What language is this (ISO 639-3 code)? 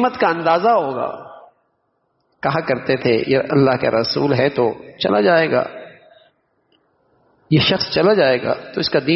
urd